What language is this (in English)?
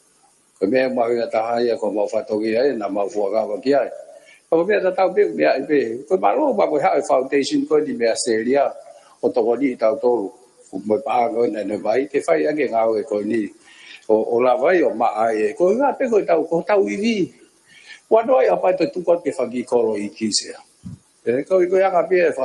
Tongan